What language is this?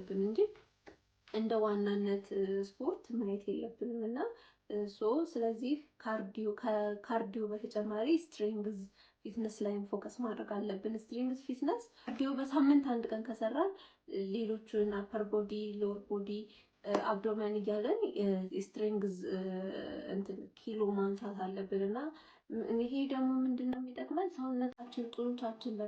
Amharic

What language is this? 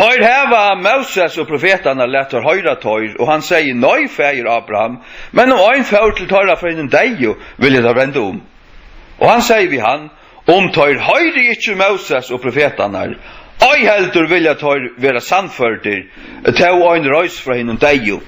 Faroese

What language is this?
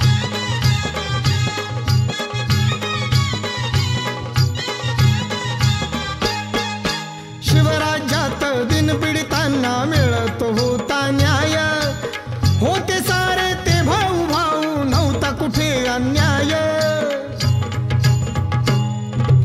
Marathi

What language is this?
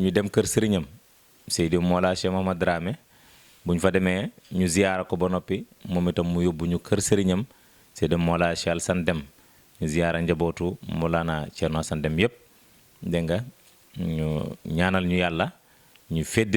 Wolof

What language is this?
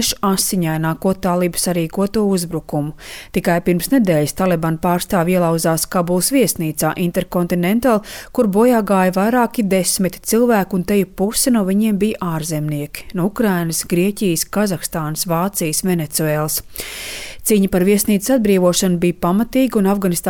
Latvian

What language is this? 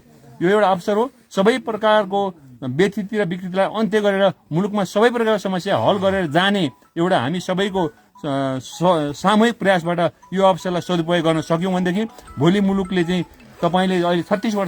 Nepali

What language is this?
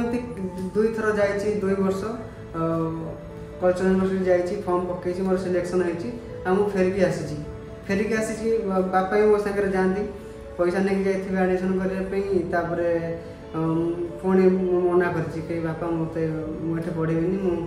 Odia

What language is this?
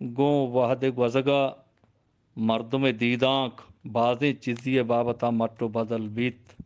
Eastern Balochi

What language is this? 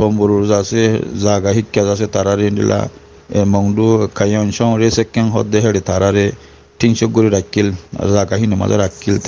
Rohingya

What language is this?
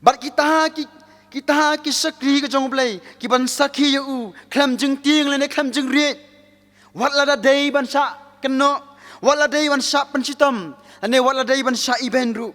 Khasi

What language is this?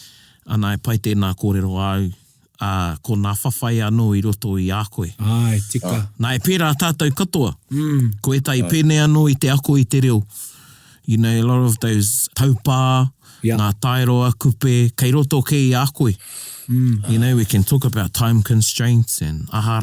Māori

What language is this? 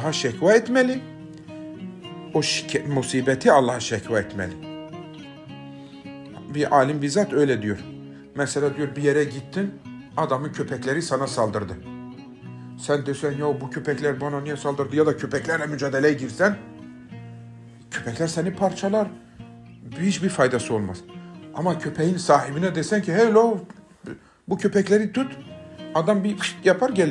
Turkish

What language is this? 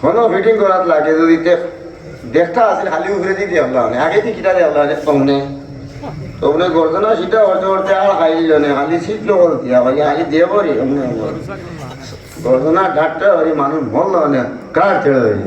Sylheti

